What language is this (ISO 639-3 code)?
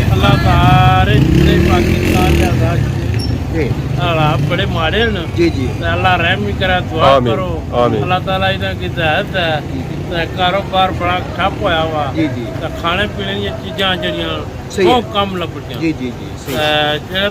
phr